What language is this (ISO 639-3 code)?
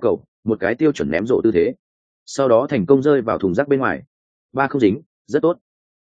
vie